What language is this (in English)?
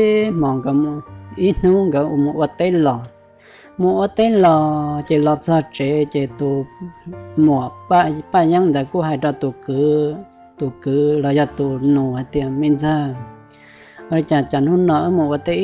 Hmong